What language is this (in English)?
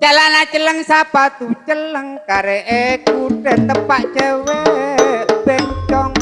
Madurese